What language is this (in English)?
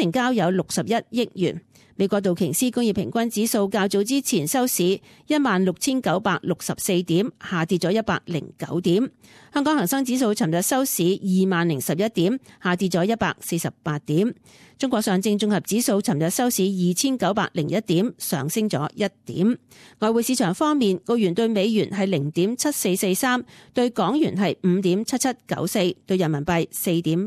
Cantonese